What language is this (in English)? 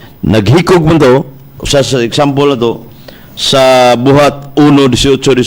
Cebuano